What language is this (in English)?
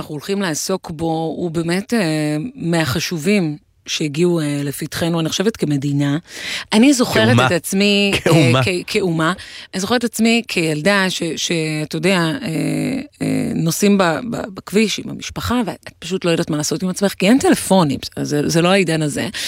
Hebrew